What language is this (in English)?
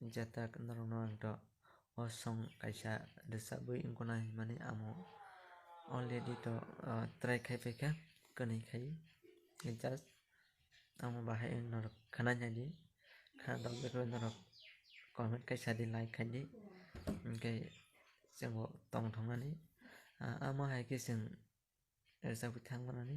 Kok Borok